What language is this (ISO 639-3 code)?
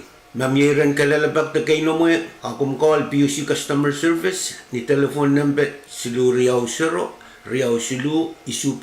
pon